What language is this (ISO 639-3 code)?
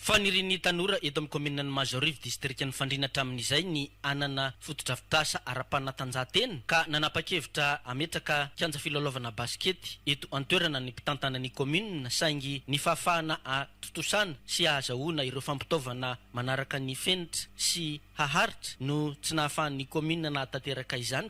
mlg